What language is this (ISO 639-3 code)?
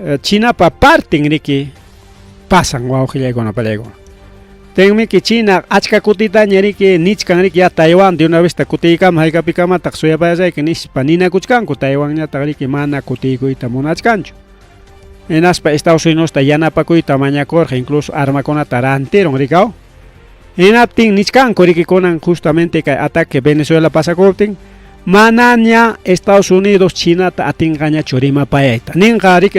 quy